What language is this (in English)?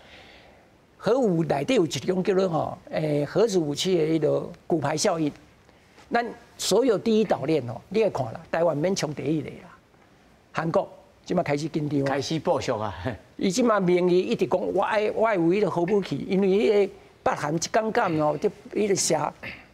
Min Nan Chinese